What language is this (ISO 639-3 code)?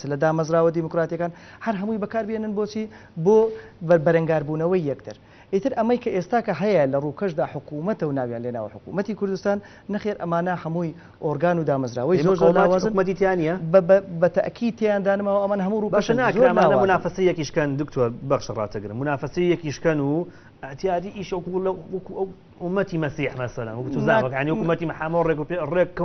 ckb